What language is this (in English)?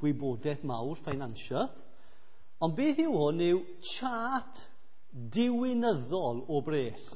Welsh